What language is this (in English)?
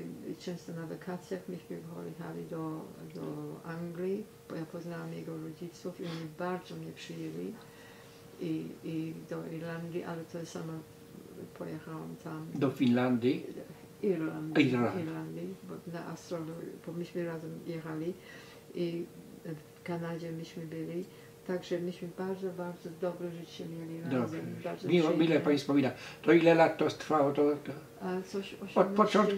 Polish